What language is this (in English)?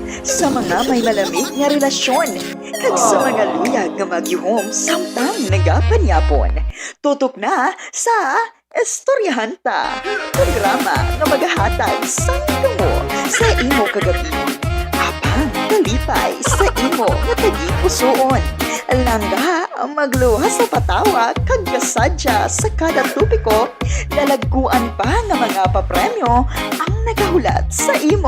Hiligaynon